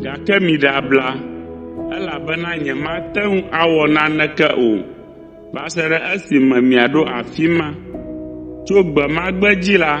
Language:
Ewe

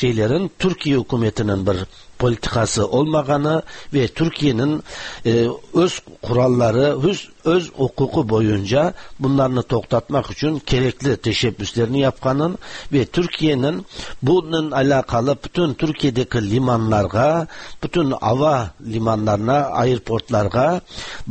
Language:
Tatar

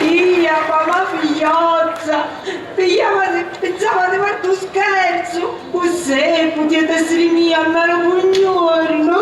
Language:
Sicilian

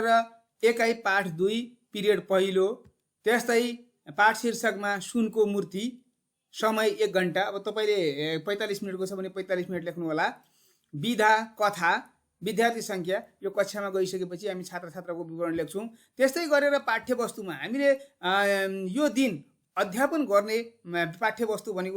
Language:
Nepali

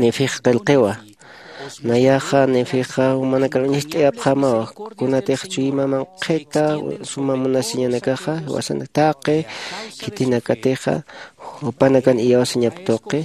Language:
Aymara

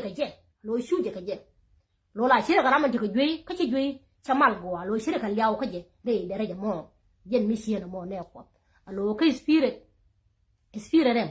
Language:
Nuer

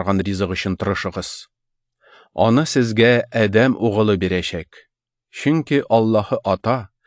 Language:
Tatar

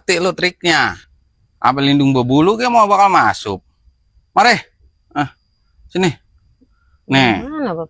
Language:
Betawi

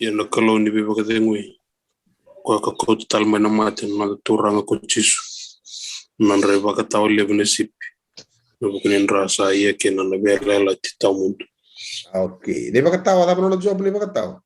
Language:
Fijian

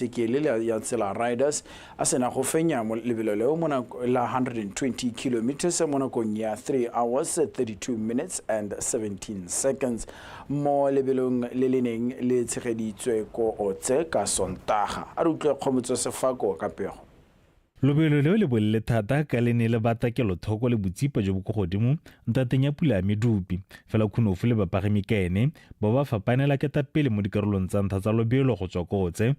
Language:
Tswana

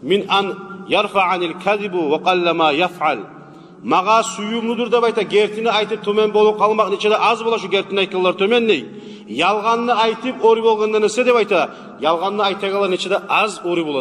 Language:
Kumyk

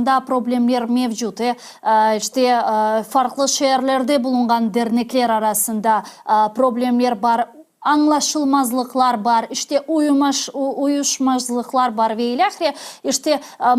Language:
Crimean Tatar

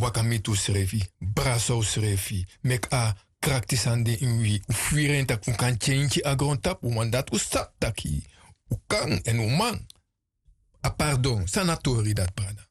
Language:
Sranan Tongo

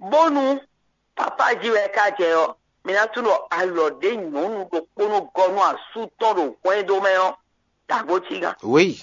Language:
Fon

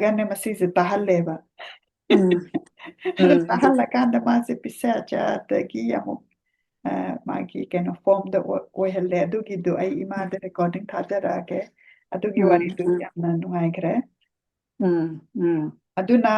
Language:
Manipuri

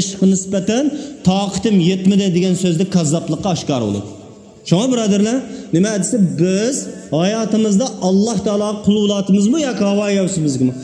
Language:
Uyghur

